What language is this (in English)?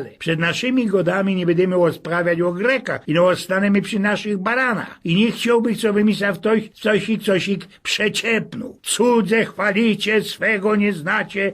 Silesian